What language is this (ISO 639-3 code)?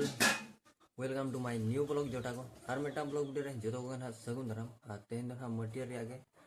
sat